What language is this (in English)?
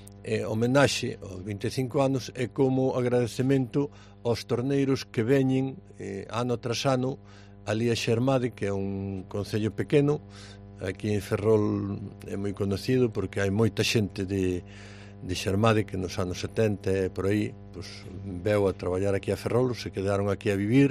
Galician